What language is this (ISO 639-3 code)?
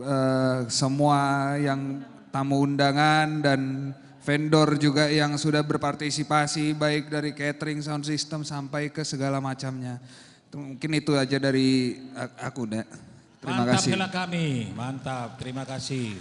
bbc